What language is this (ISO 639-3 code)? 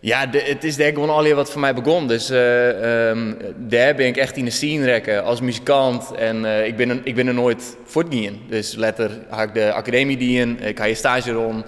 fry